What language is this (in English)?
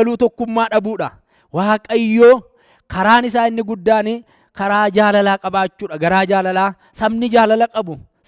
Oromo